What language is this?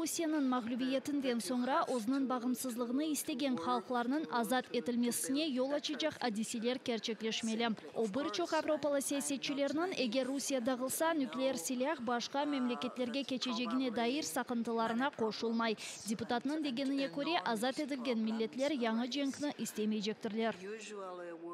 Crimean Tatar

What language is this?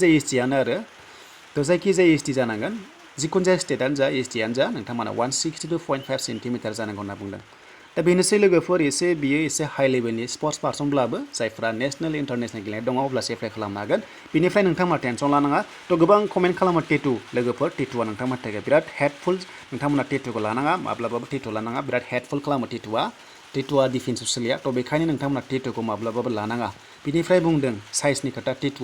Bodo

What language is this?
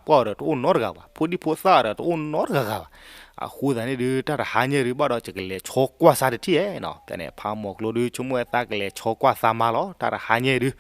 S'gaw Karen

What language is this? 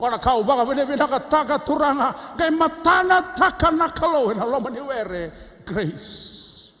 Fijian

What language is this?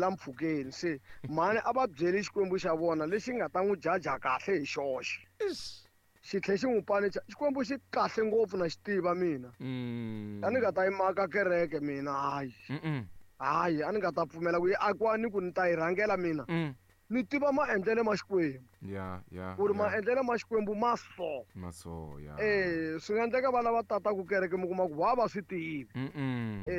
Tsonga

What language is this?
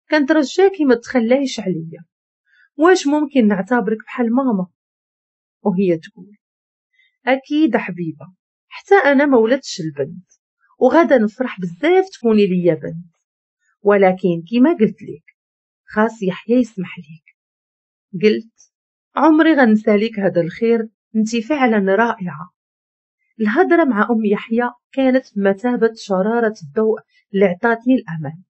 Moroccan Arabic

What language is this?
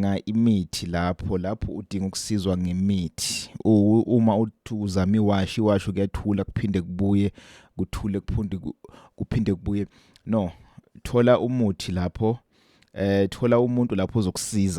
Zulu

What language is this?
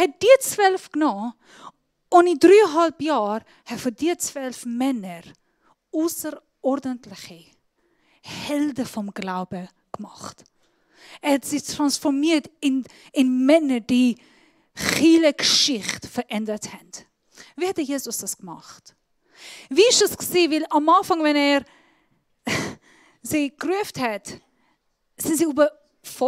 Swiss German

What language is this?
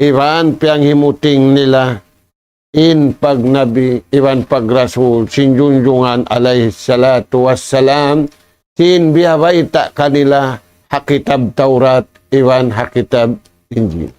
Tausug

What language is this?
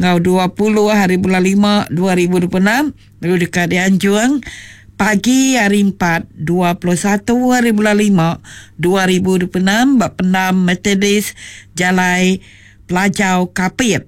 Iban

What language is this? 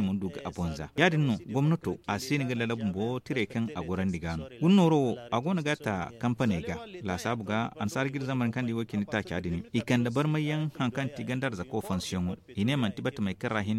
Zarma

